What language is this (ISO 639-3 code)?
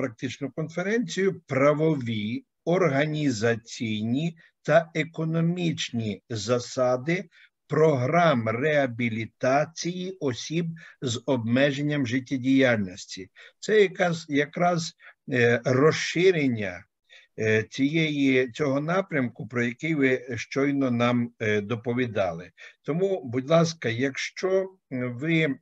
ukr